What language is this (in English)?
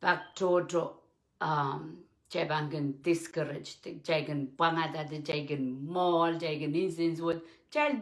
Pohnpeian